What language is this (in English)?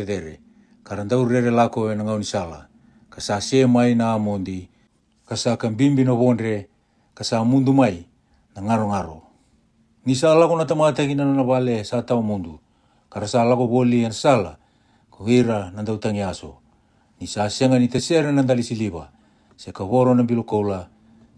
Fijian